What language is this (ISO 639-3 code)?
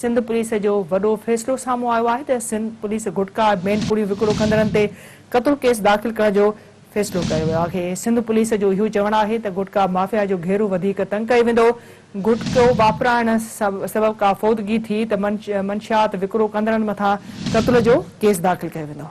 snd